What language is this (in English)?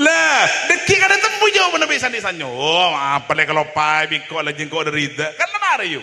Madurese